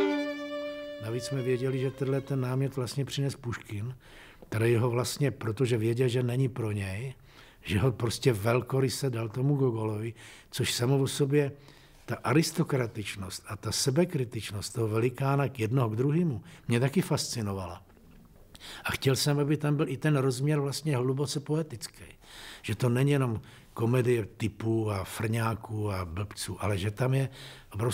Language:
Czech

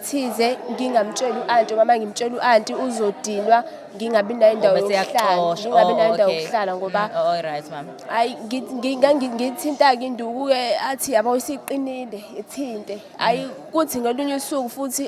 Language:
Zulu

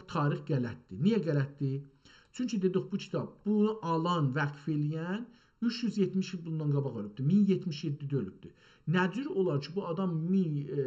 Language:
South Azerbaijani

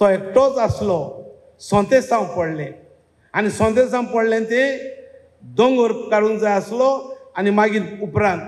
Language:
Konkani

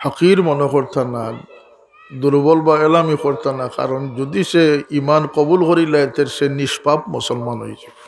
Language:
Sylheti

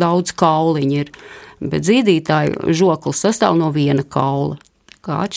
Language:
Latvian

